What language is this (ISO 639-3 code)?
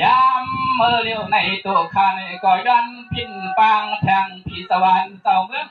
shn